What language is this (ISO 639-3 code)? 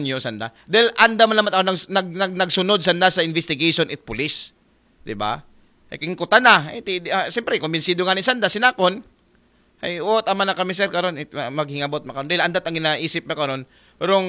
akl